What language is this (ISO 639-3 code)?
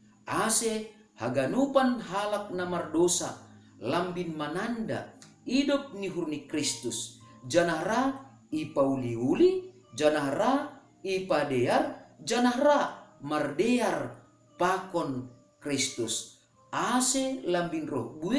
bts